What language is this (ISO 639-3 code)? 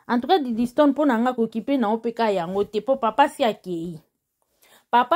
lin